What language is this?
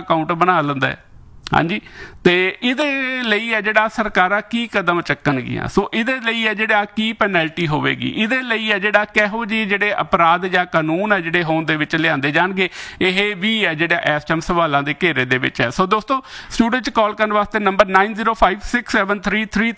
Punjabi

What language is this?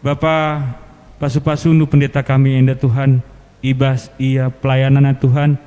Batak Karo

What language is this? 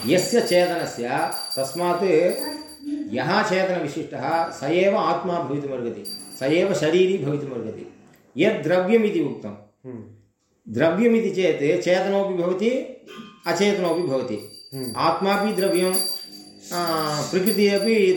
Sanskrit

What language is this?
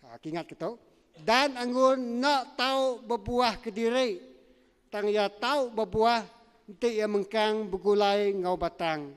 Iban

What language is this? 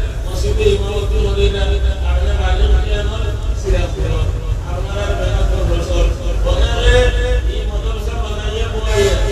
Sylheti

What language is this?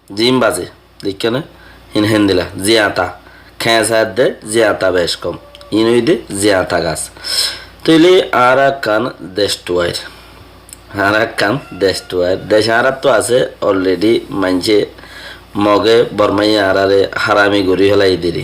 Rohingya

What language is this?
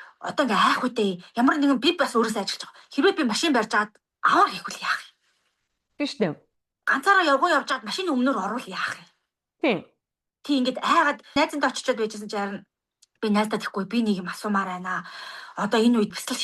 Mongolian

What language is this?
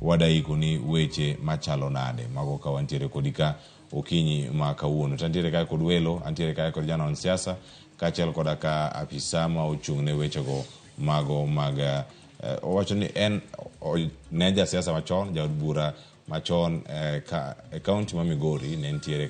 Luo (Kenya and Tanzania)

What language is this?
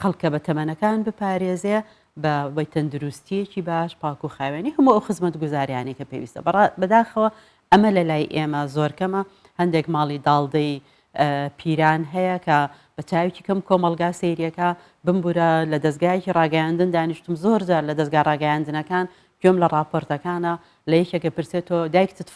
Central Kurdish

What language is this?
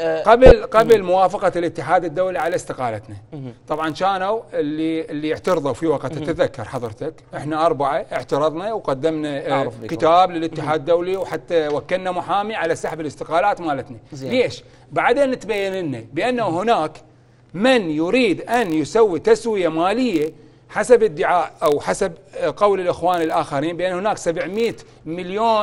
Mesopotamian Arabic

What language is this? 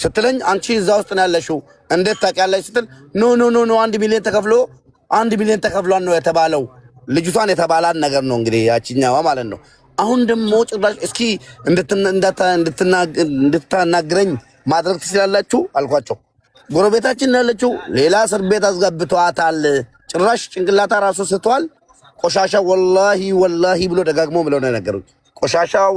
Amharic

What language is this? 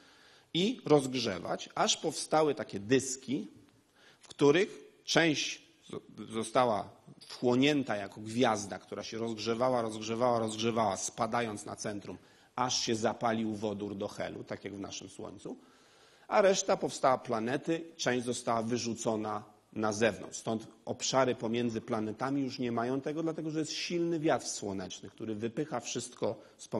Polish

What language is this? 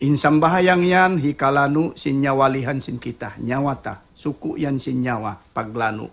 Tausug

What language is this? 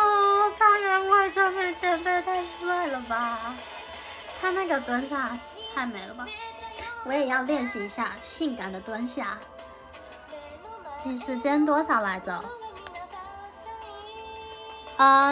Chinese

